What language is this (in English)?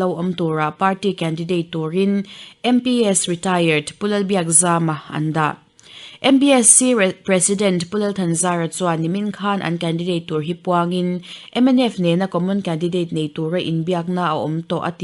Mizo